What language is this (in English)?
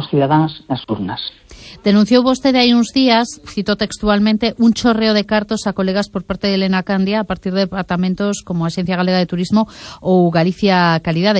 Galician